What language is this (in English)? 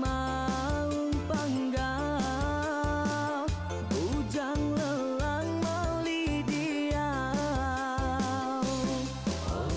Iban